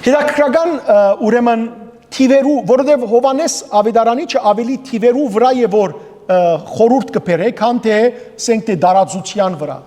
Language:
Western Armenian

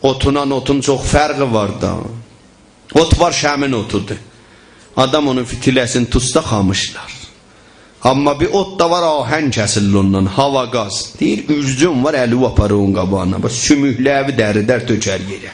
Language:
South Azerbaijani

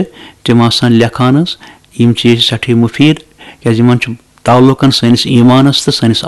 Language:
Kashmiri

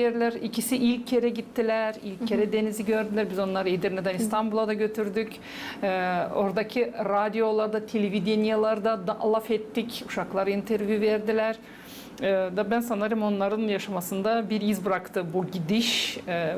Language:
Gagauz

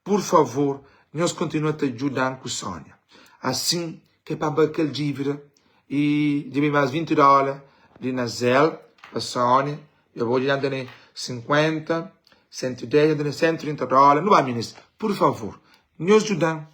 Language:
Kabuverdianu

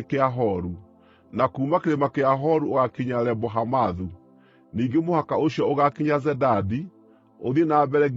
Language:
Kikuyu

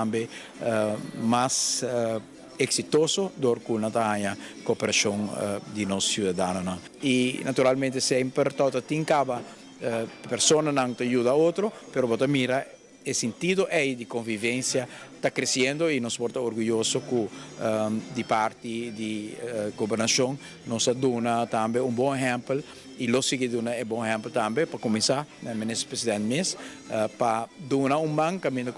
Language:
Papiamento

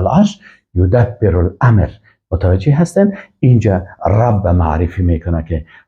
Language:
Persian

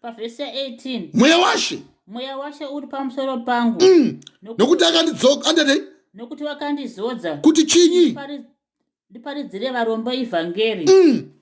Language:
Shona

